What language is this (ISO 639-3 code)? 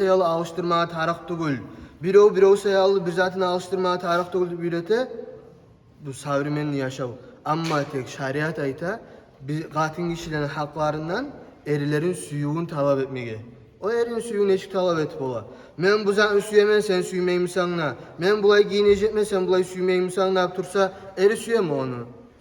kum